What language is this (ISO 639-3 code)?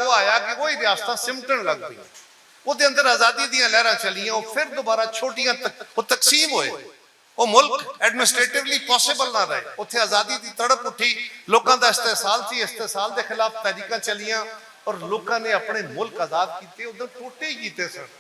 lah